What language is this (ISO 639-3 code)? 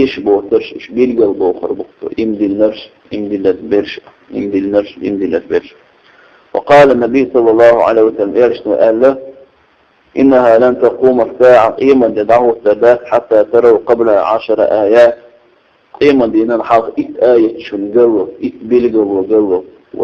che